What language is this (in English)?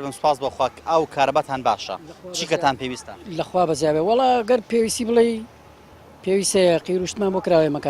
Central Kurdish